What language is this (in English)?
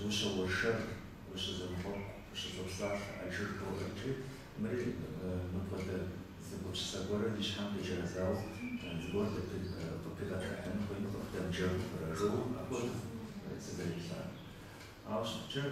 Kabardian